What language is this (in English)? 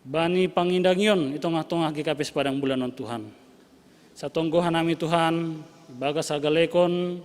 Batak Simalungun